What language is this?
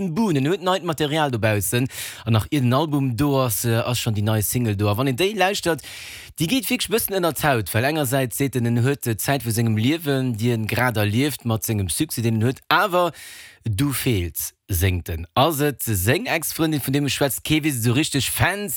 Luxembourgish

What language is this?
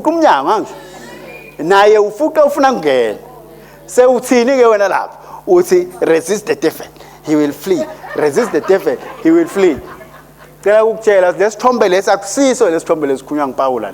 Swati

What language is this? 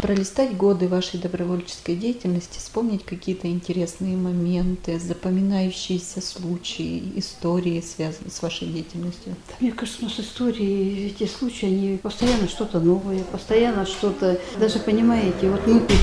Russian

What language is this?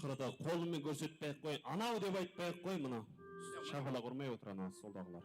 Kara-Kalpak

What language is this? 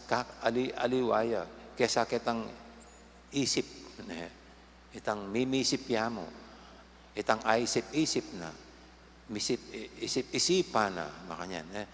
Pampanga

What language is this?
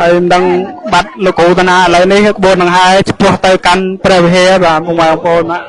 Khmer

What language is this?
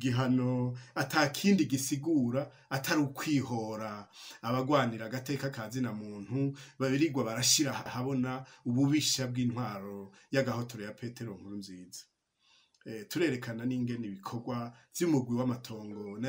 Rundi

